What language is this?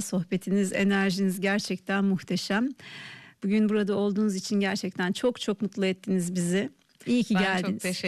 Turkish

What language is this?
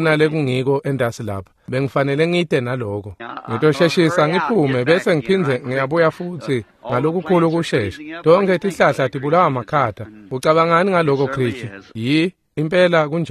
Swati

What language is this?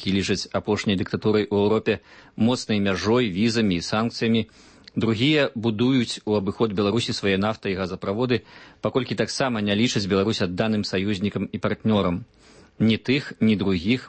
Belarusian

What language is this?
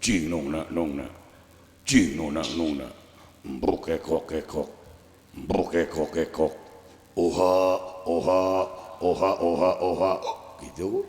Sundanese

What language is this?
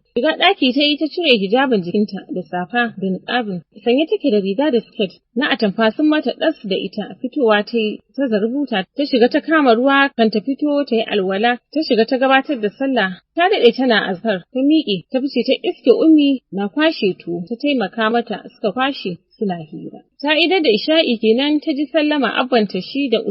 Hausa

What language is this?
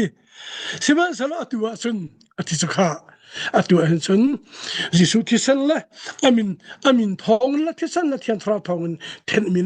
Hakha Chin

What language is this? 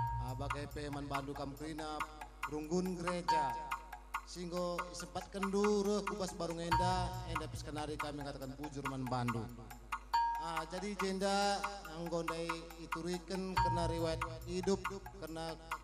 Batak Karo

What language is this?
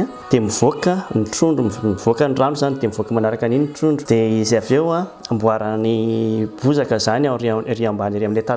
Malagasy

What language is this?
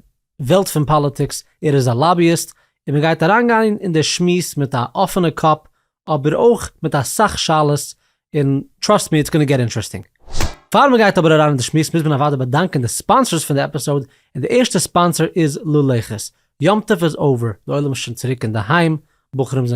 Yiddish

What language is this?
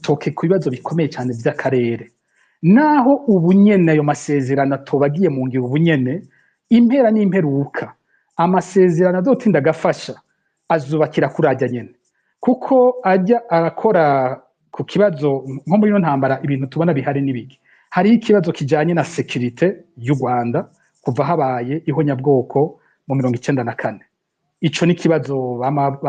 Rundi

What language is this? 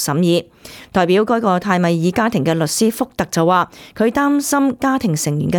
Cantonese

